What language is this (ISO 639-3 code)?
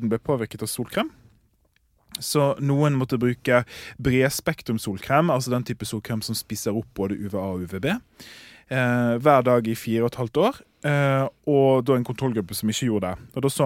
nor